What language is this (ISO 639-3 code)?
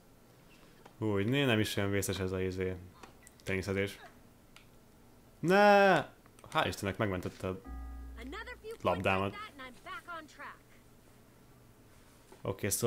hun